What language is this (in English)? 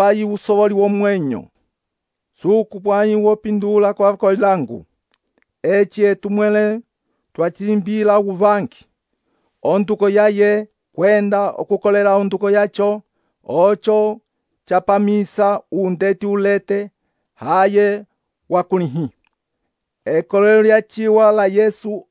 Umbundu